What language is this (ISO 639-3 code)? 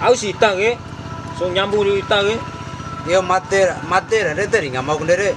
bhp